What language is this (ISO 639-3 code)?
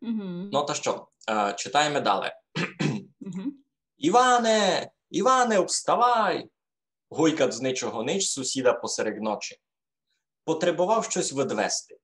rue